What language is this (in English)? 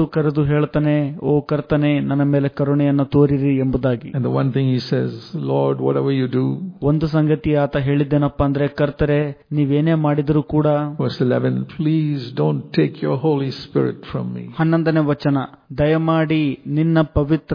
Kannada